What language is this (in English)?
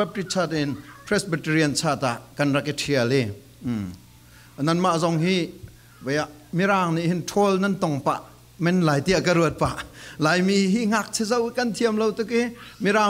Falam Chin